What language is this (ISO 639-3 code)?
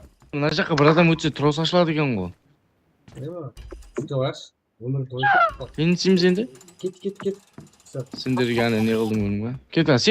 kaa